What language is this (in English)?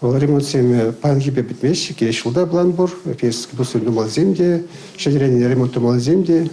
Chuvash